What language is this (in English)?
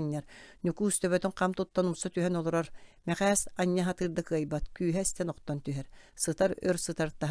Yakut